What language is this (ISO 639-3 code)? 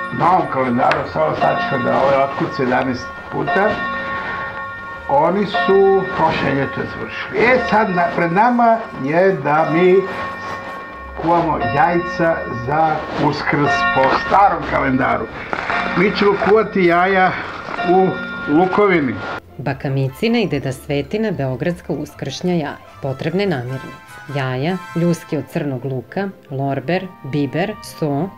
srp